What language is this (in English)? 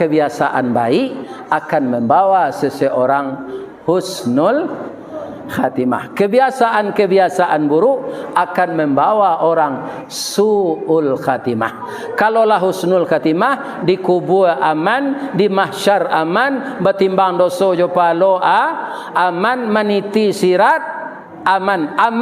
Minangkabau